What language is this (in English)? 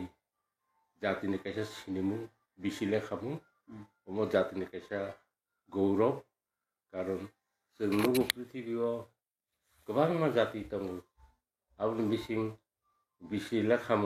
Kok Borok